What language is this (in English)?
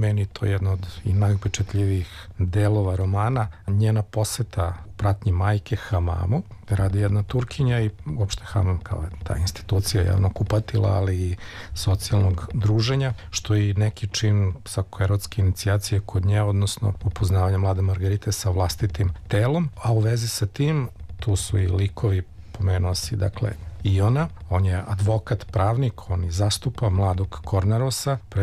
Serbian